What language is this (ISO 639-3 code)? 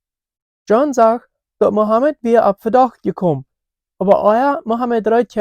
pdt